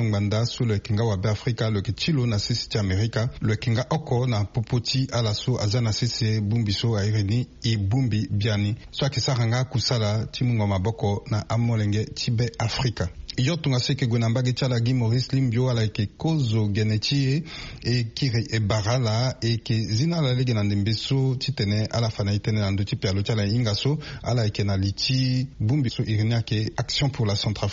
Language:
Sango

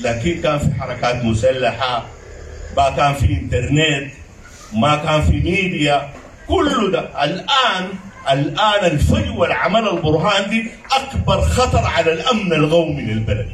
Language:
Sudanese Arabic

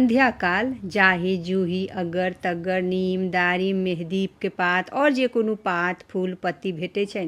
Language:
Maithili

